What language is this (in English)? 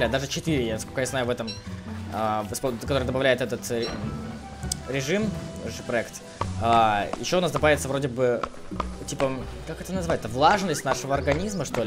Russian